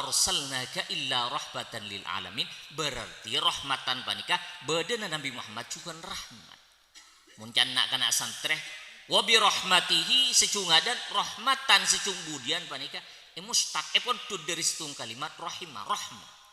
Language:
Madurese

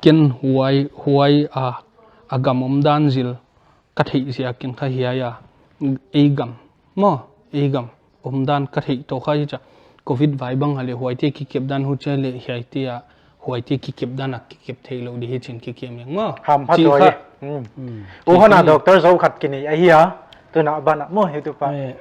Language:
Paite Chin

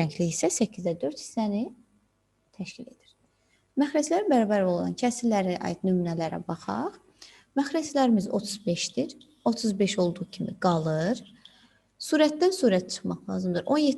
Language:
Azerbaijani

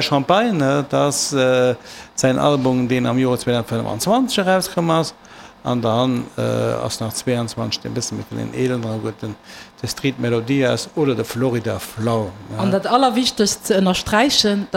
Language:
Luxembourgish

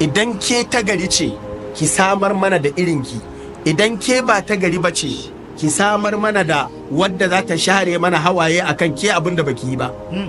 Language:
Hausa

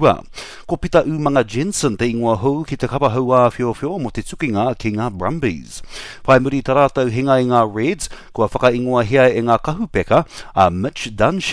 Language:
Māori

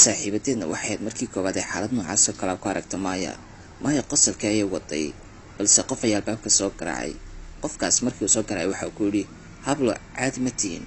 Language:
Somali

